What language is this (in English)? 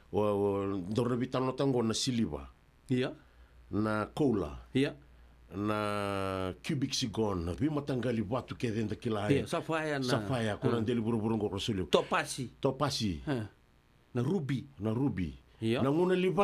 Fijian